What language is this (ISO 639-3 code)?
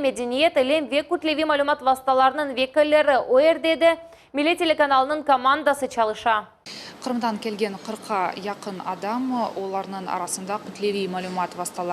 crh